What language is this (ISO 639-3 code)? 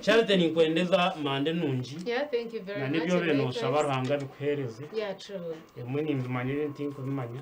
nyn